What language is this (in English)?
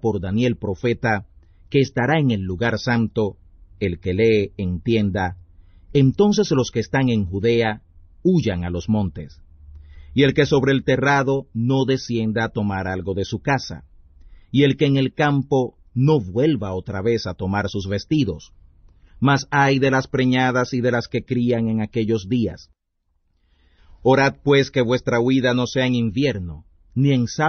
Spanish